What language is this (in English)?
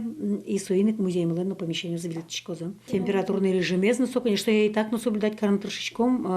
Udmurt